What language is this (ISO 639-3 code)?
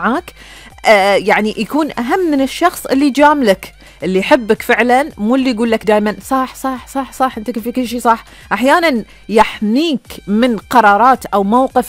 afb